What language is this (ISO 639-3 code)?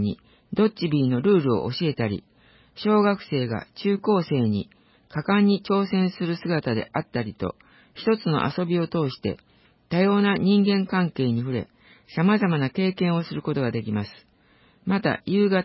jpn